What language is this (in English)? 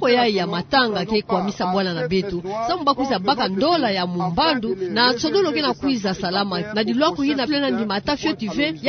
Kituba (Democratic Republic of Congo)